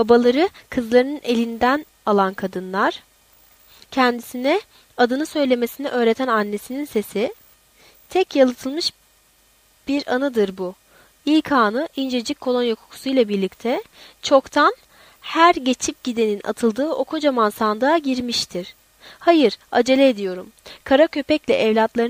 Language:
Turkish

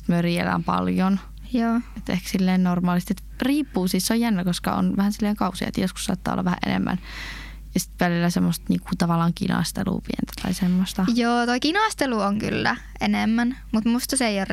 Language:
Finnish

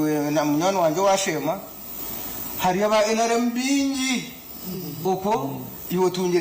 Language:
Nyankole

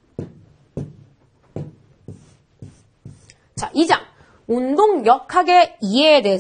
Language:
Korean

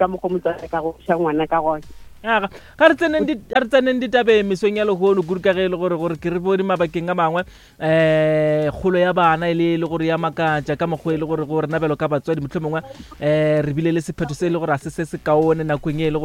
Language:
Northern Sotho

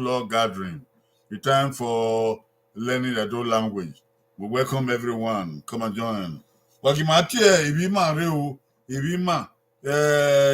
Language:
Bini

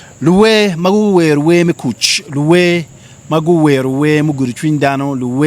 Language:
Acoli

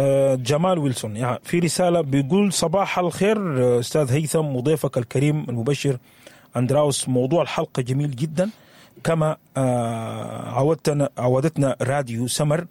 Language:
Sudanese Arabic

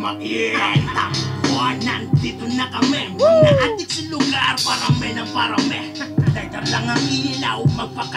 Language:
Filipino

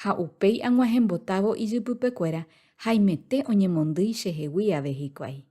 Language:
Guarani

